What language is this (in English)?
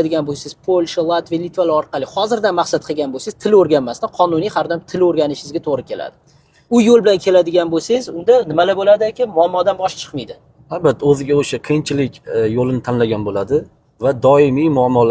Uzbek